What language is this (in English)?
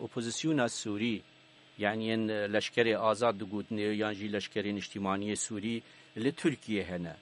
Kurdish